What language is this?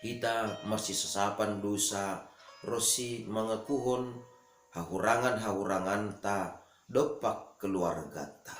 Batak Simalungun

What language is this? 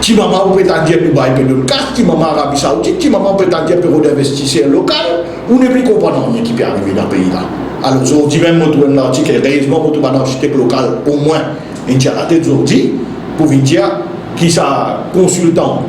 Morisyen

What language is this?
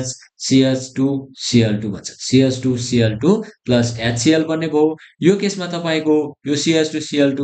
Nepali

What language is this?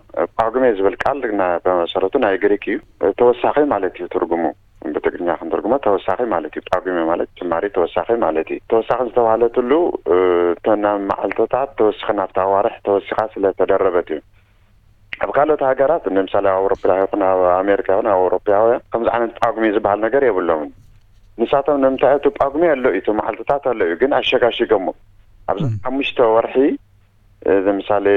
Tigrinya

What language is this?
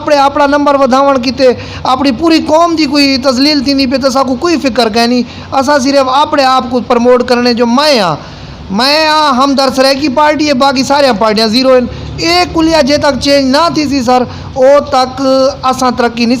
Saraiki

